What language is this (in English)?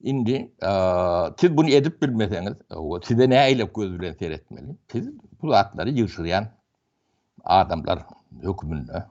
Turkmen